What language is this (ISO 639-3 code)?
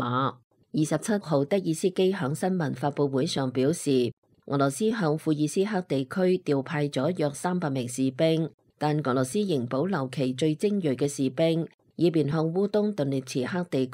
yue